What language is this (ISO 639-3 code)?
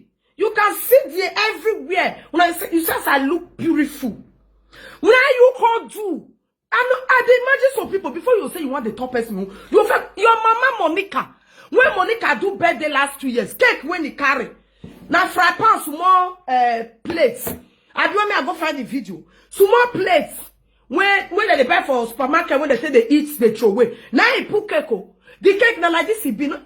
pcm